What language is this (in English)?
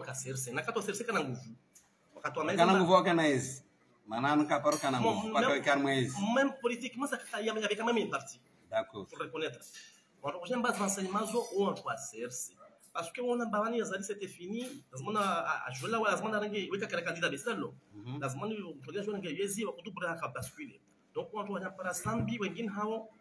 Swahili